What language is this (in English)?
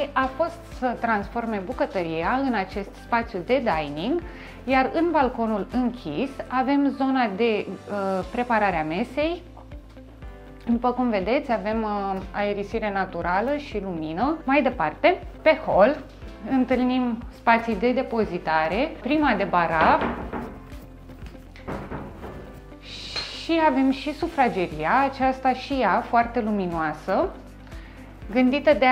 Romanian